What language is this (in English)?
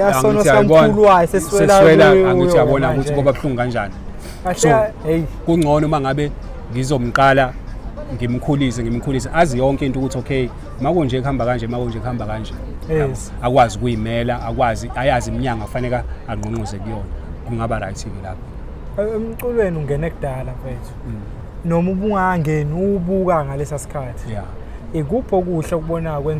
Zulu